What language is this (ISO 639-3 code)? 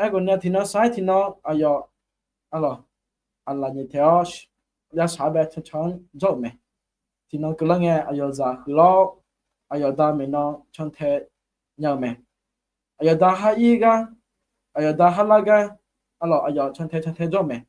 ahk